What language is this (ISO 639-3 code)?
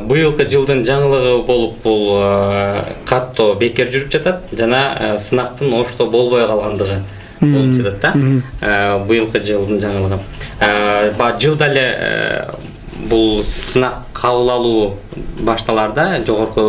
kir